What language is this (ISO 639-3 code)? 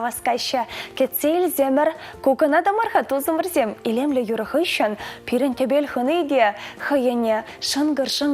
chv